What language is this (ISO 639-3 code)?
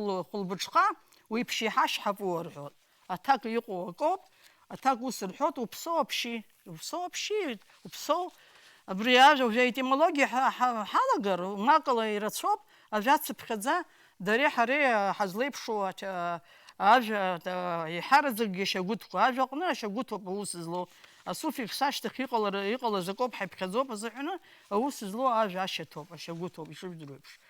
abk